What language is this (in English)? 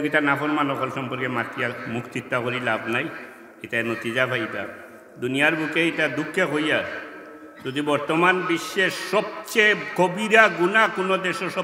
Sylheti